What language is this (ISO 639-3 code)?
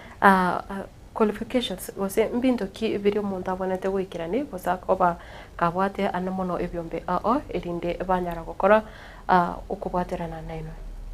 guz